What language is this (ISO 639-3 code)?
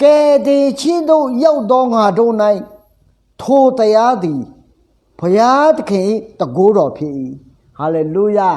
ahk